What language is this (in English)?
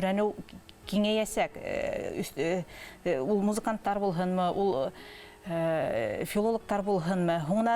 Bashkir